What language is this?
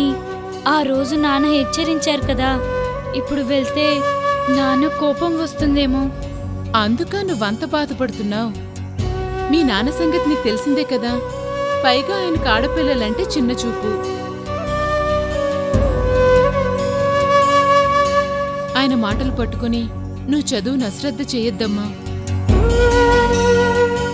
Telugu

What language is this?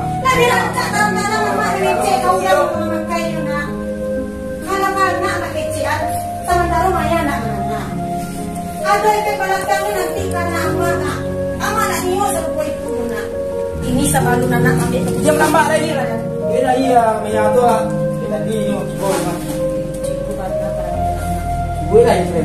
Minangkabau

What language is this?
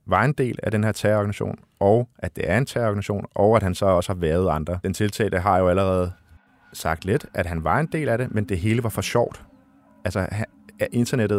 Danish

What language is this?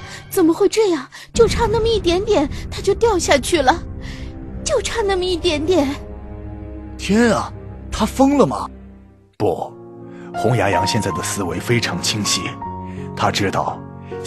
Chinese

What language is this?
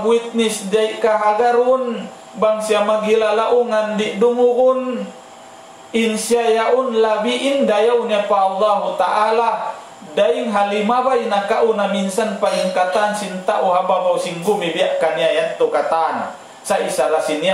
Tausug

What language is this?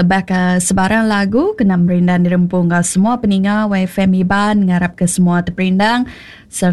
Iban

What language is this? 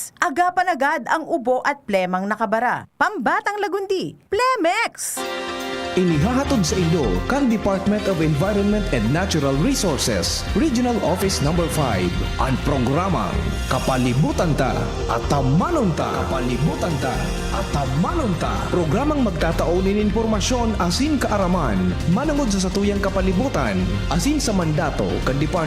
Bikol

